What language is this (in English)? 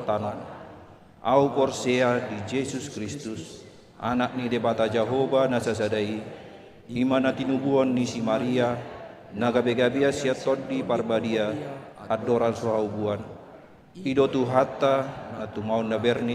Batak Toba